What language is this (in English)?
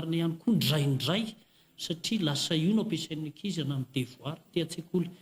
Malagasy